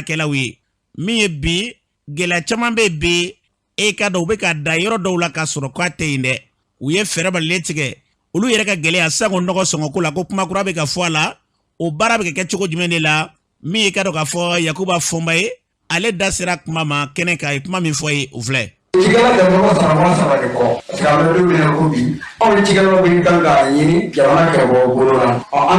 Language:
Bambara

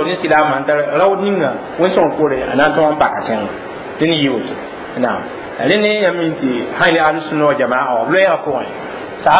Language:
Mossi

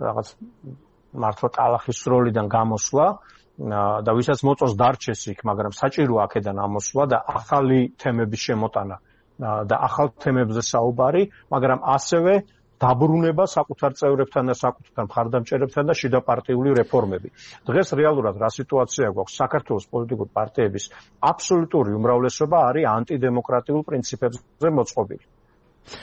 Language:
Georgian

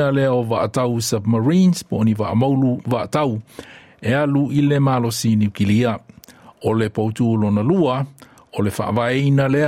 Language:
Samoan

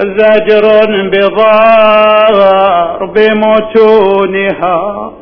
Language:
Mesopotamian Arabic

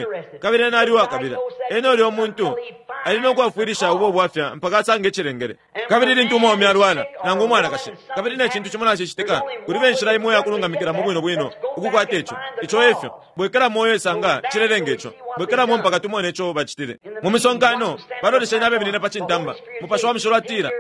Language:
Bemba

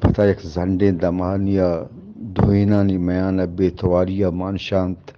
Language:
Eastern Balochi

